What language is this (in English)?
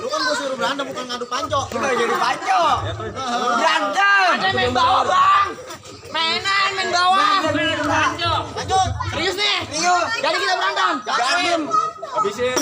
Betawi